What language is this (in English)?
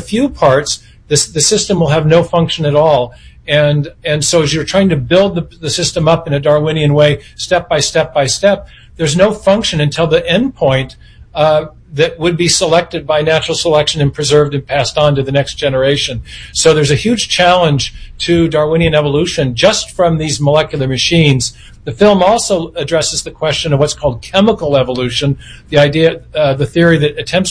English